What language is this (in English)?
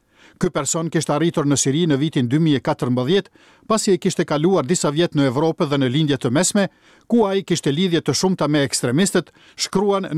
Albanian